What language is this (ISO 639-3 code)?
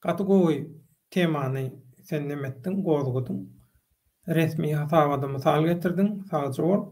tuk